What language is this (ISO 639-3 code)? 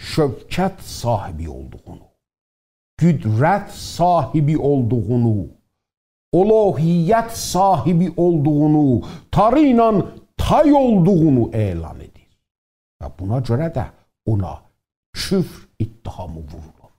azb